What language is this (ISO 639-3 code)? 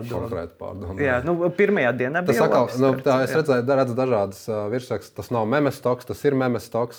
lav